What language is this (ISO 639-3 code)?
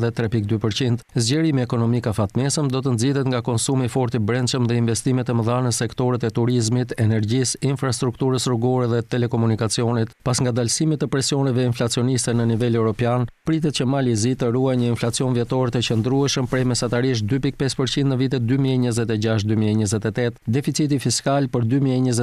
sqi